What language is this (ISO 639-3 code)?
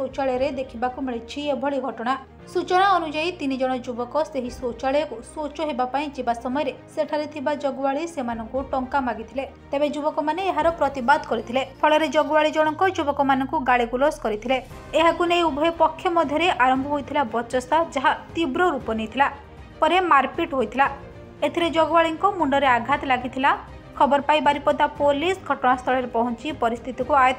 ori